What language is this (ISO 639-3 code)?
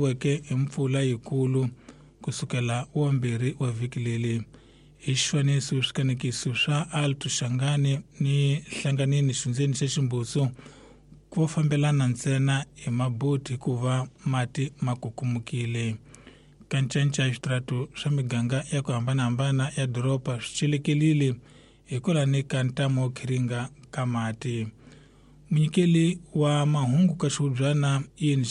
tso